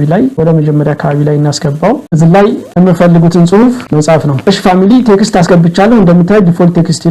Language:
Amharic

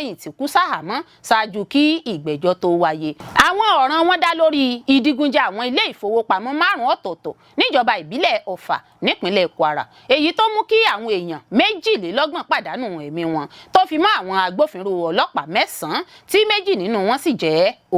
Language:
Yoruba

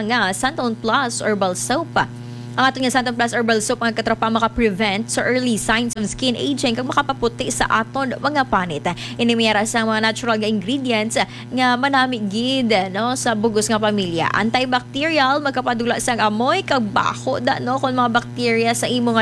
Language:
Hiligaynon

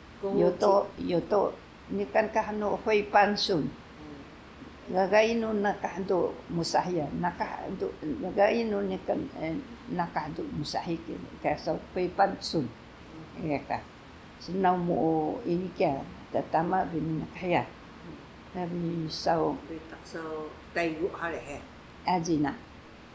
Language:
Taroko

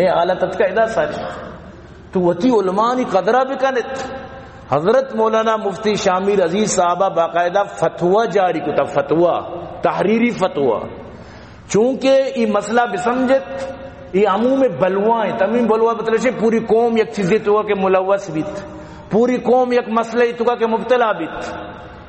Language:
Baluchi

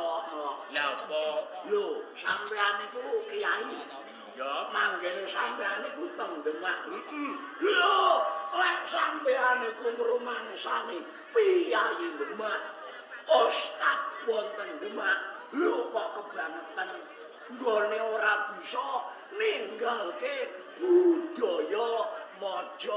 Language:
Javanese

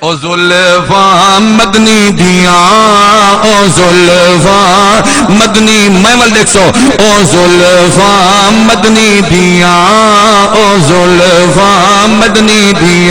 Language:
Saraiki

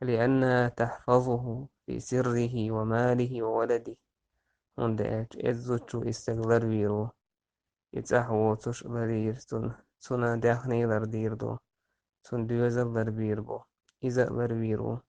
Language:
Chechen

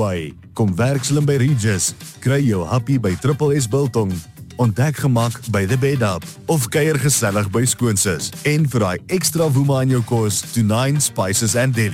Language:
Afrikaans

